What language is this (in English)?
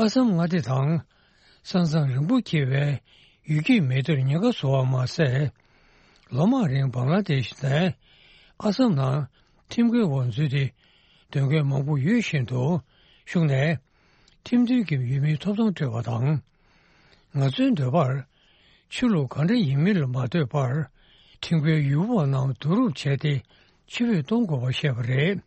Tibetan